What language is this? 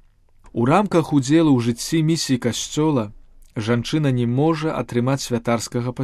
Belarusian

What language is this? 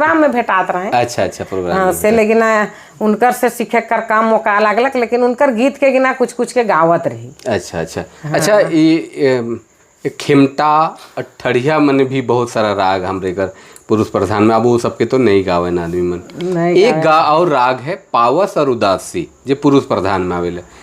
Sadri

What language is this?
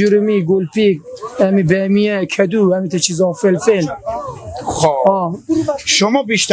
Persian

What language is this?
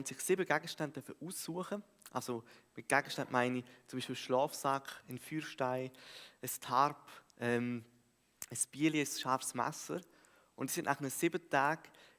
Swiss German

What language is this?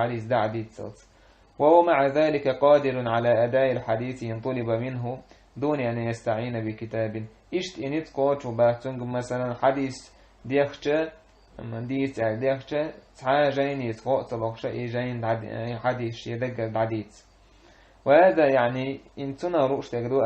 Chechen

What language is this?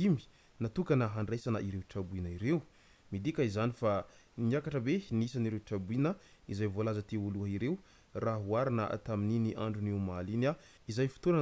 Malagasy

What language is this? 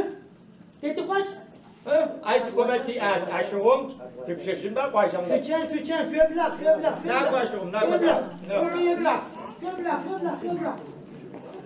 Adyghe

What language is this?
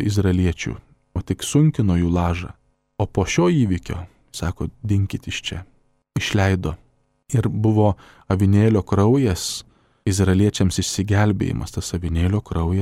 Lithuanian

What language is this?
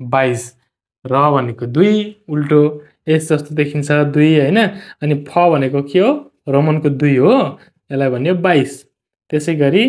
Nepali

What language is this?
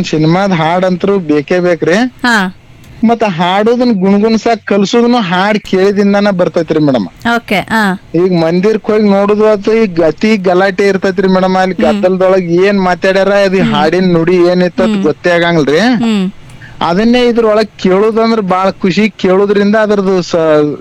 Kannada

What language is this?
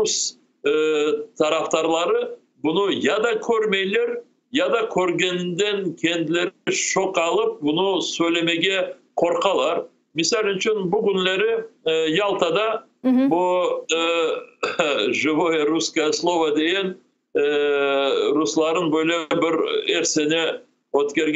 Crimean Tatar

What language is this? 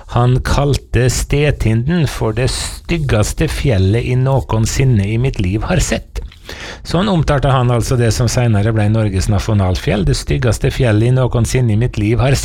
Norwegian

